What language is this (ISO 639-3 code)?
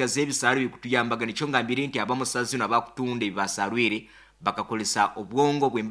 nyo